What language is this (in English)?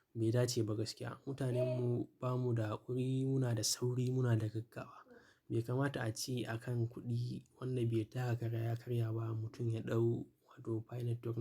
Hausa